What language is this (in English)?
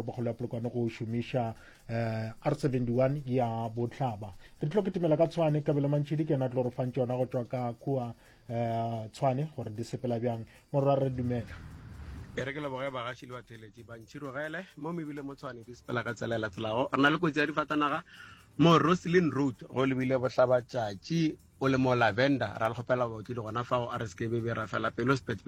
Northern Sotho